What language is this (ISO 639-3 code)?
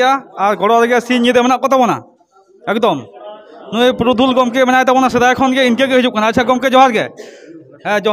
sat